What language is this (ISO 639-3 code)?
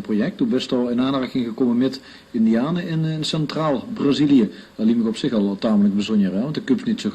lim